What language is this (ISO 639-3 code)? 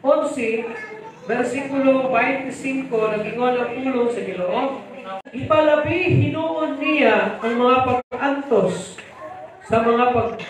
ceb